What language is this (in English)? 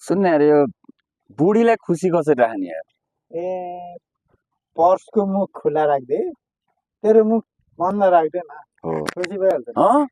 Nepali